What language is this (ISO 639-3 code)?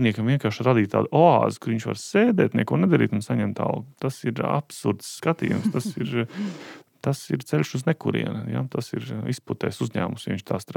lav